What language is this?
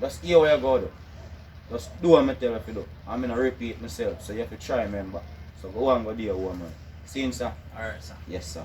Jamaican Creole English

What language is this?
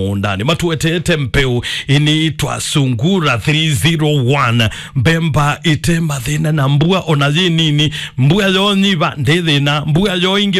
Kamba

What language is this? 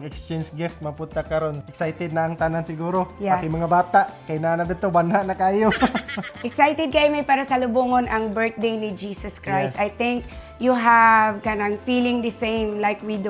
Cebuano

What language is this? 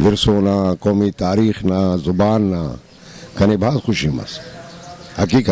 Brahui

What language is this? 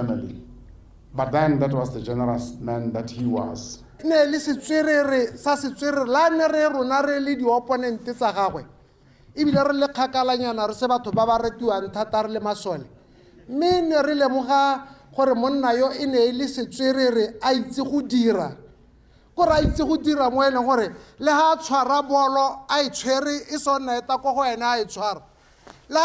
Tswana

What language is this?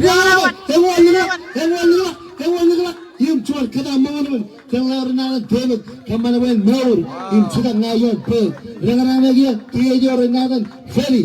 Marshallese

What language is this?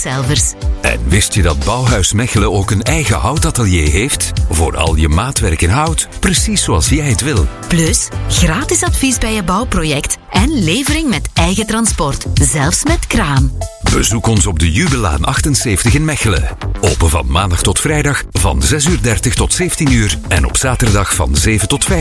Dutch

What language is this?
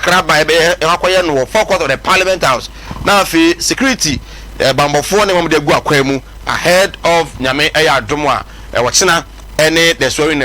Akan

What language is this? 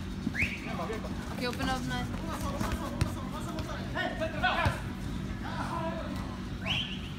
English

